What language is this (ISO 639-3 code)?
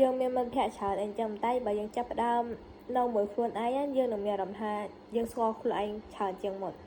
khm